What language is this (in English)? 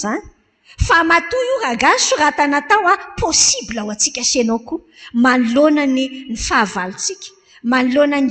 Malagasy